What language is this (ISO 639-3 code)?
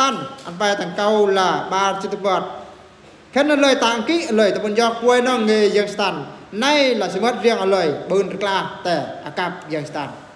bru